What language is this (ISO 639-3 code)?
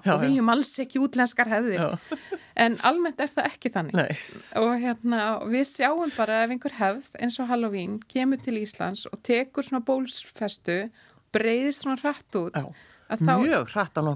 isl